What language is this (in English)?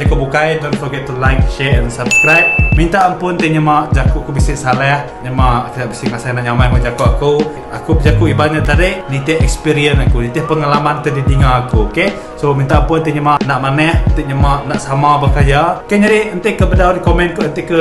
Iban